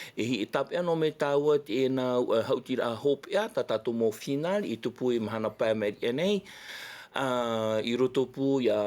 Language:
Tahitian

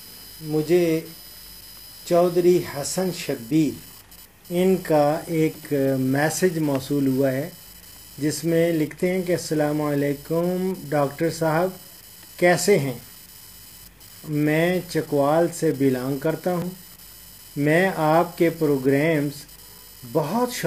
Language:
Urdu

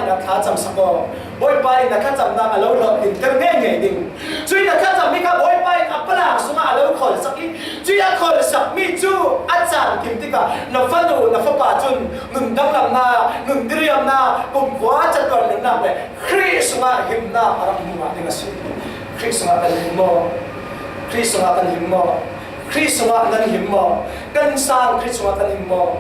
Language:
Falam Chin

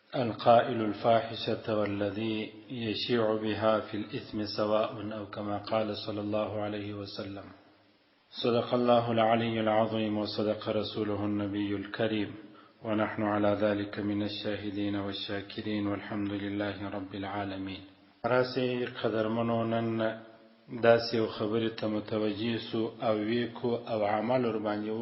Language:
Pashto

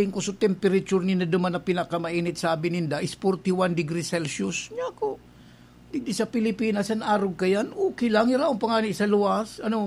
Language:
Bikol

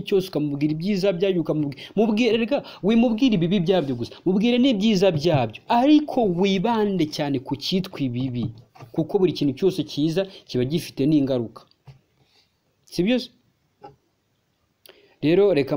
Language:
Kinyarwanda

